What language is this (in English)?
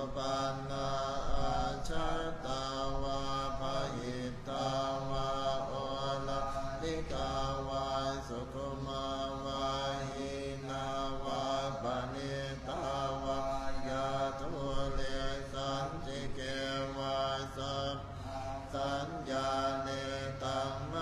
Pali